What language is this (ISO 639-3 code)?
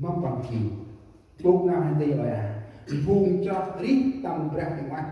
cmo